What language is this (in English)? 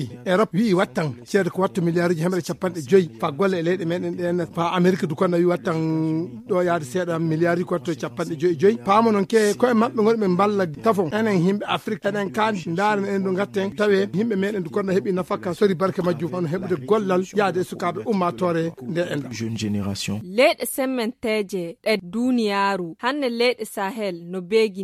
Fula